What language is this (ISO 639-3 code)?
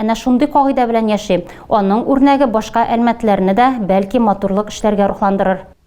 tat